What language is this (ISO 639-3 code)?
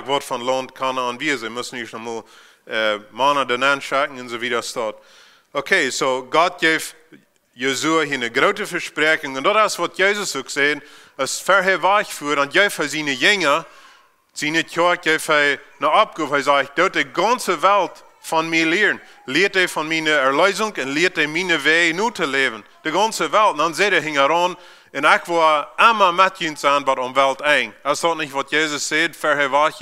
pdt